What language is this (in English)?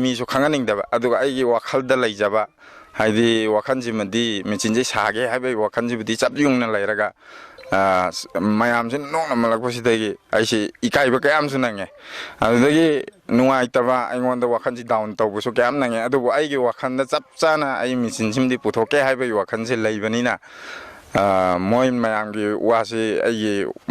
Manipuri